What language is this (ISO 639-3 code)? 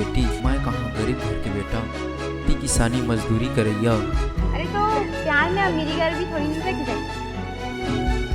hne